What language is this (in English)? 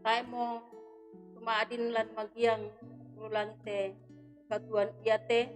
Toraja-Sa'dan